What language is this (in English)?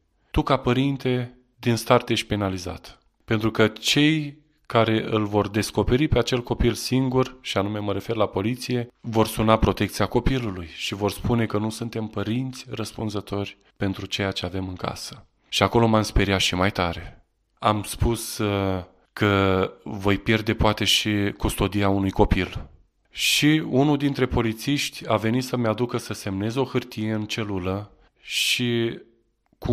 Romanian